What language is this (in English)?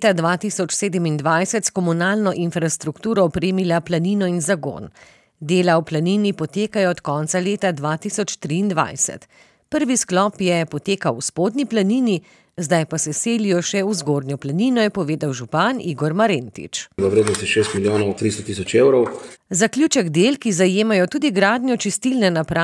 Slovenian